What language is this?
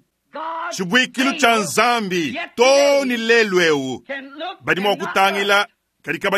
Luba-Lulua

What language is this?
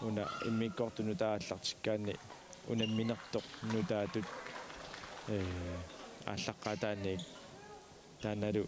Kalaallisut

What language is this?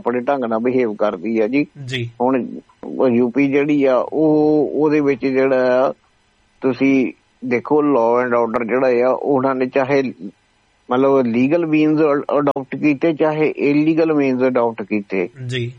Punjabi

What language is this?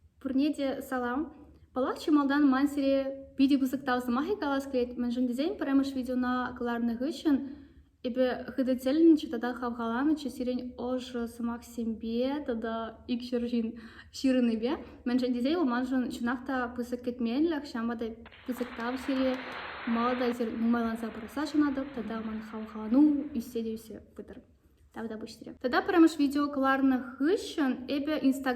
Chuvash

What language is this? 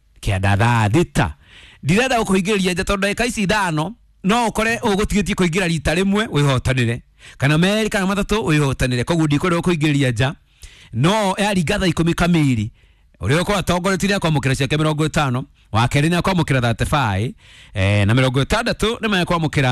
Kikuyu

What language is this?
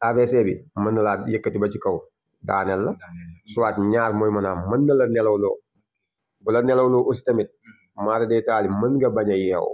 Wolof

